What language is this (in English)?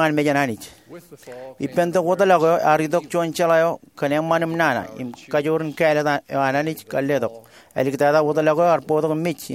Marshallese